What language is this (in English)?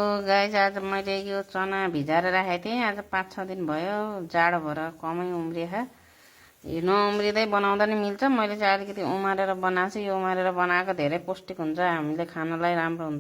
Nepali